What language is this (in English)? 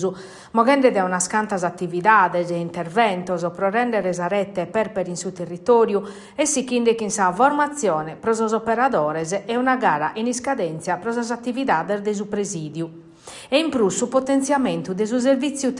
Sardinian